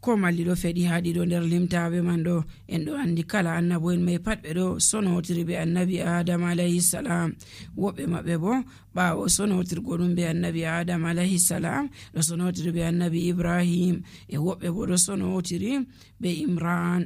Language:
Nigerian Fulfulde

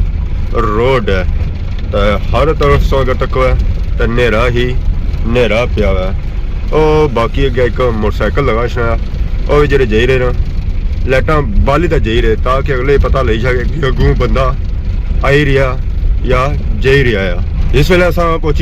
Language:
Pahari-Potwari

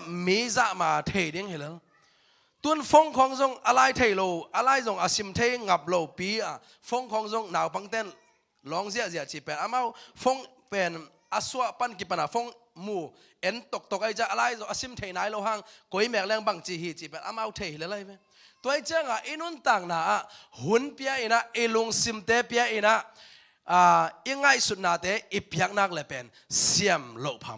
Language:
Tedim Chin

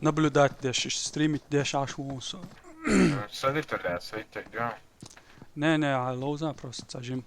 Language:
Chechen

